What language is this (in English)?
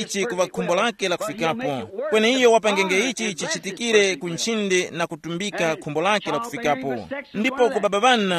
Tumbuka